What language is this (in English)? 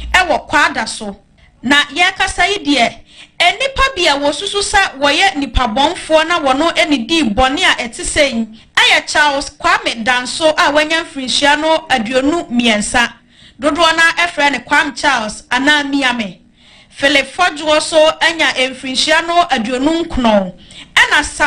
Akan